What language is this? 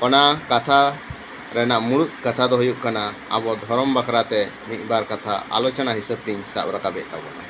Santali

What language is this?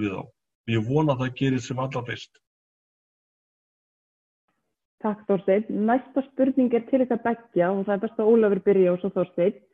Icelandic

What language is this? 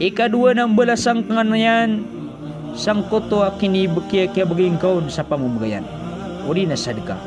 Maranao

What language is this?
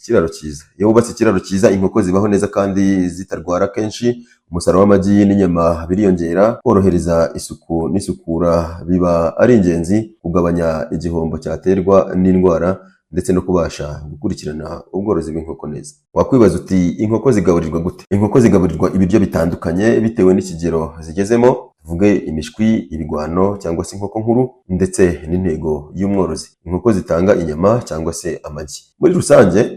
Kinyarwanda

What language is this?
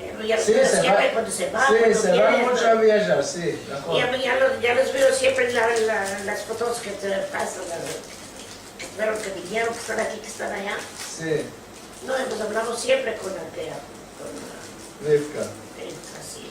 Ladino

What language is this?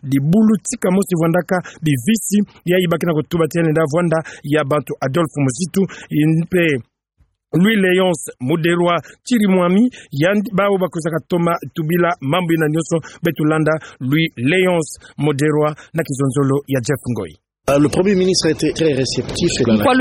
Kituba (Democratic Republic of Congo)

